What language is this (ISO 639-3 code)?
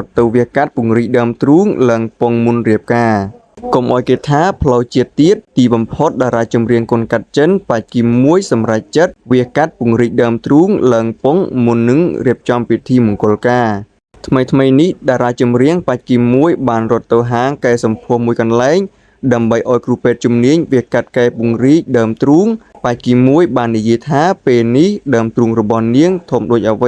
khm